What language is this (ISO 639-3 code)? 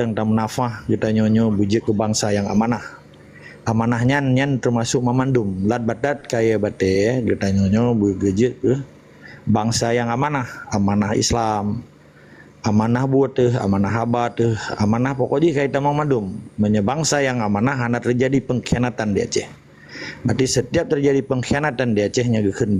ace